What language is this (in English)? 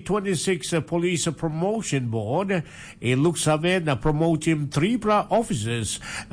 Tok Pisin